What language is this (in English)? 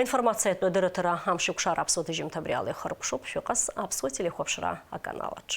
Abkhazian